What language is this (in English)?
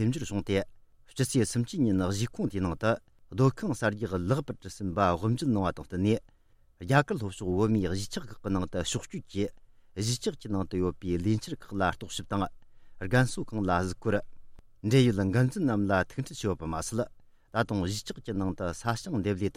Tibetan